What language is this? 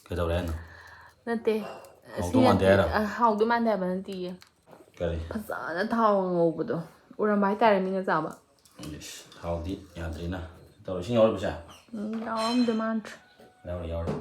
Manipuri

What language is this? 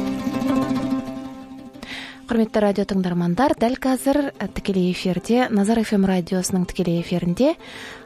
Kazakh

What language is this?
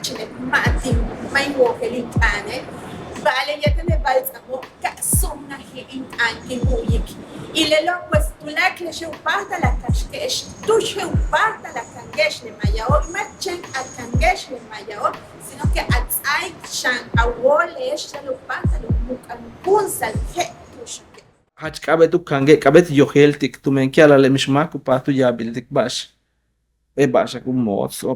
Yucateco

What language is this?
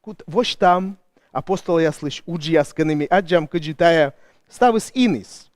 Komi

